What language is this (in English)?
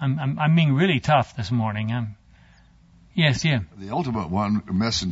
English